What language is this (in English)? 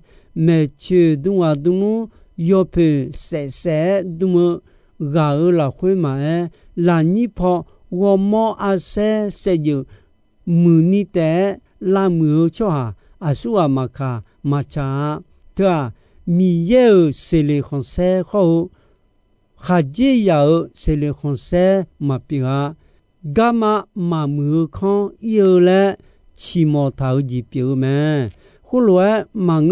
Akha